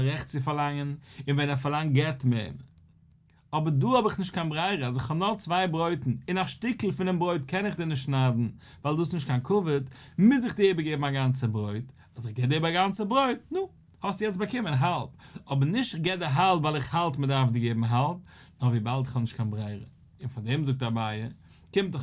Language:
Yiddish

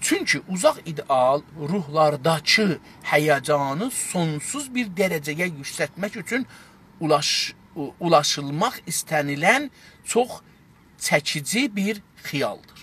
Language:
South Azerbaijani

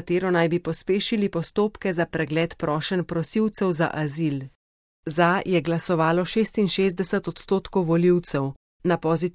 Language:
Slovenian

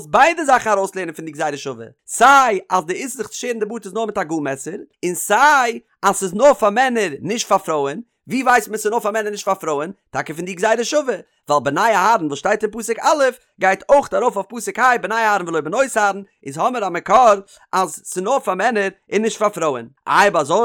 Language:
Yiddish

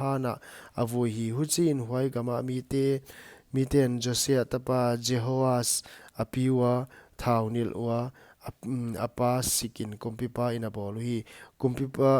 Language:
Paite Chin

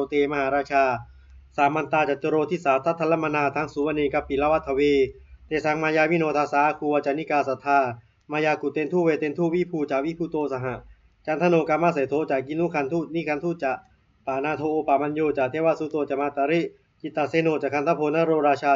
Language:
Pali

